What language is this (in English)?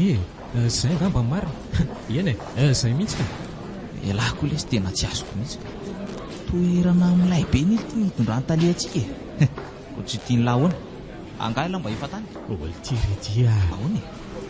Malagasy